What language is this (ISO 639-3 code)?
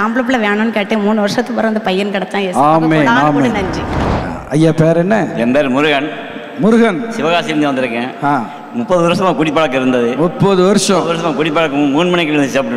tam